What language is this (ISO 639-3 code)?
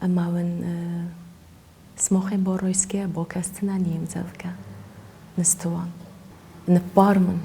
oss